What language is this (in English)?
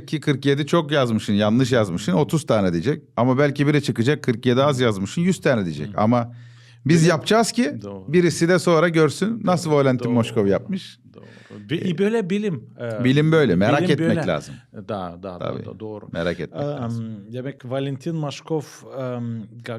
Gagauz